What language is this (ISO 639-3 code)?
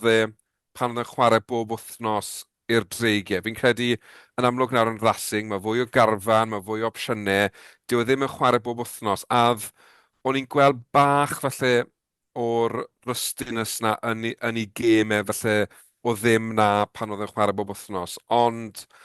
cym